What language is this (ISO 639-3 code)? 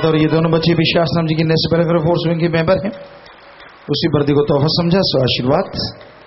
hin